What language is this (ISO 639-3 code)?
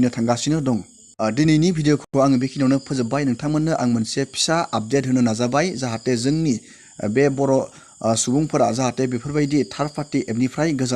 brx